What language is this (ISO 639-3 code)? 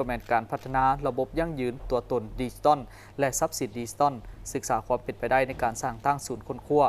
lao